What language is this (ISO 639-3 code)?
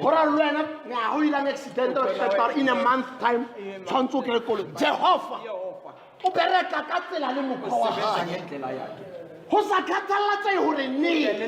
sot